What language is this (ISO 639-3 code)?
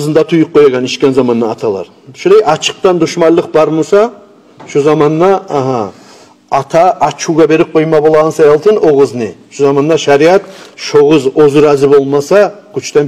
kum